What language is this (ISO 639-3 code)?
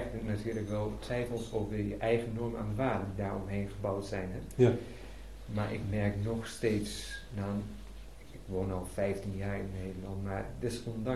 nld